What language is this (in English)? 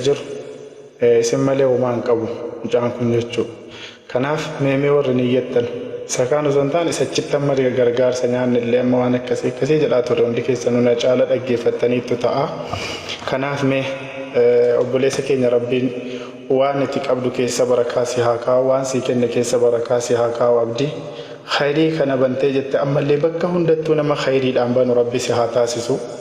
Oromo